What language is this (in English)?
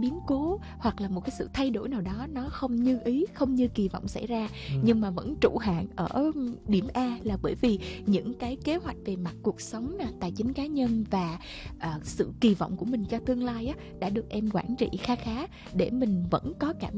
Vietnamese